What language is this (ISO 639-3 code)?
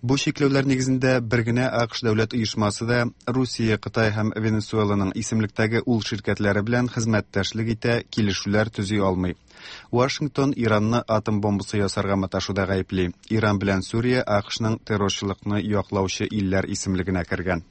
tat